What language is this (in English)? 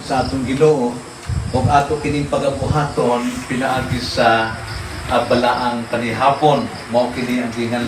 Cebuano